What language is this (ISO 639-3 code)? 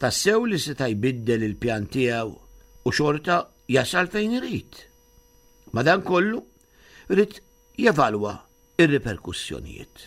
mlt